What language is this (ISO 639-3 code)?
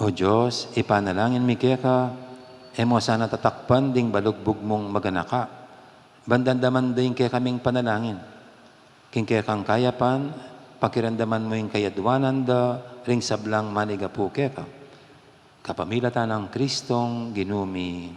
pam